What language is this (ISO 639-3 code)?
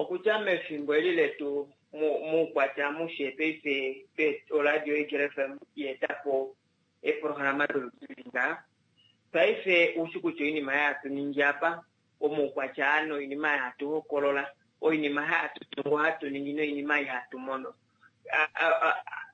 kua